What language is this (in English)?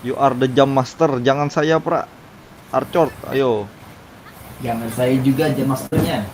Banjar